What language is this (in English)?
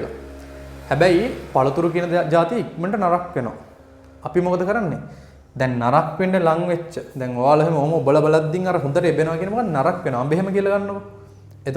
Sinhala